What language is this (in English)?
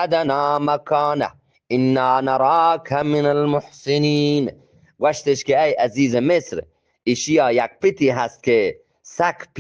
Eastern Balochi